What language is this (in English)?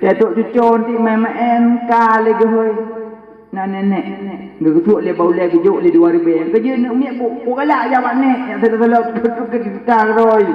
Achinese